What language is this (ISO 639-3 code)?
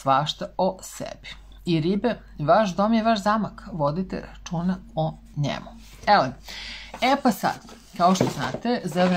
srp